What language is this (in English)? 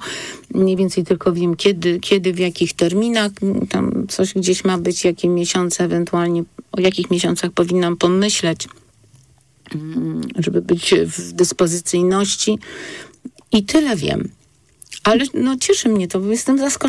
Polish